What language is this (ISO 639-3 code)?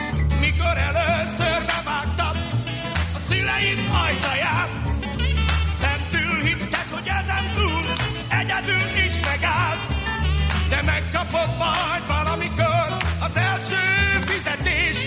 hun